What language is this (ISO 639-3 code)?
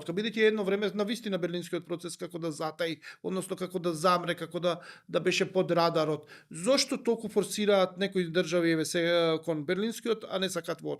mkd